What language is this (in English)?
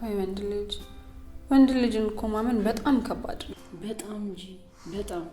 Amharic